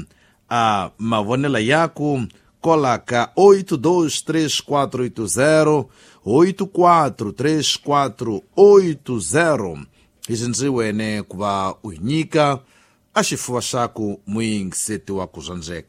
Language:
Tsonga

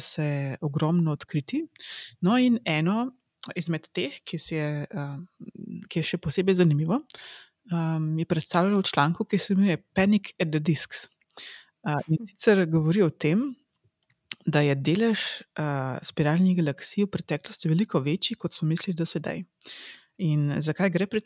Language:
Slovenian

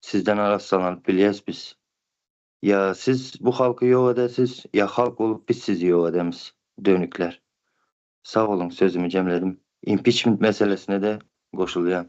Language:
Turkmen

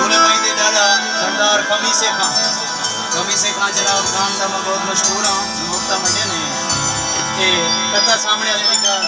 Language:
Saraiki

